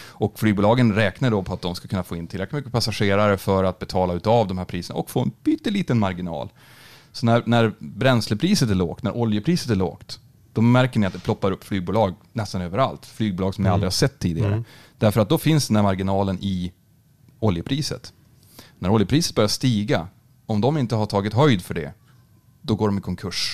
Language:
Swedish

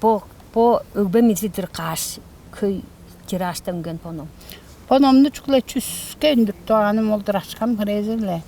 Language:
Tuvinian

